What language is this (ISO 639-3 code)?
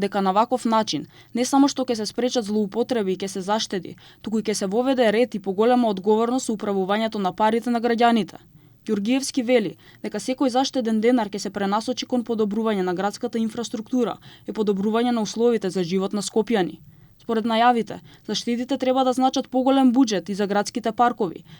mkd